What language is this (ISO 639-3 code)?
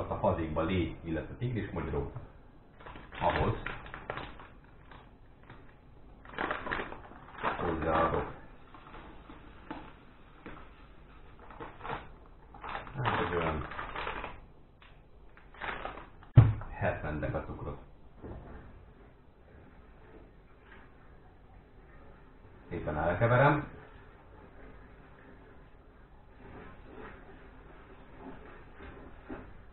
hun